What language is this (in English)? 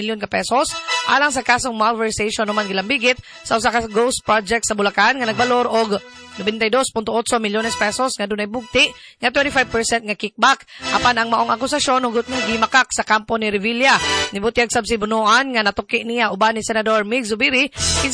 Cebuano